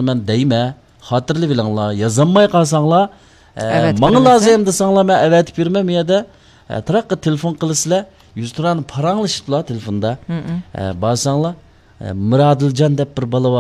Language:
Uyghur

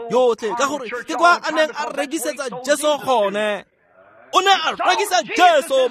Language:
Tswana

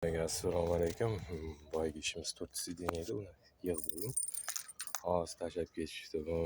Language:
Uzbek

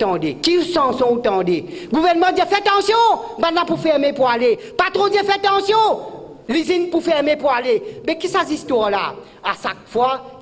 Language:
Morisyen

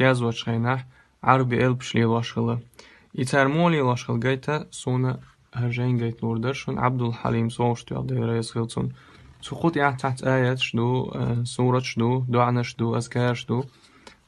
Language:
Chechen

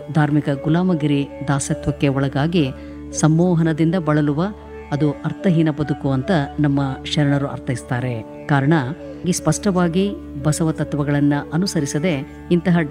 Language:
Kannada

